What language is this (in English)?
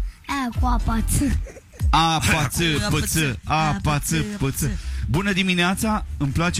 Romanian